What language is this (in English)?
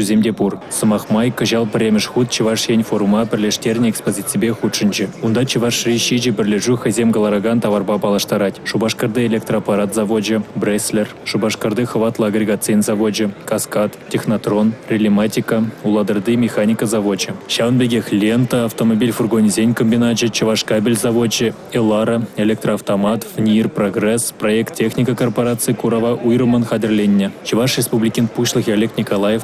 Chuvash